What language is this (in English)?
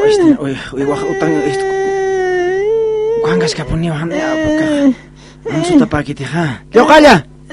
Aymara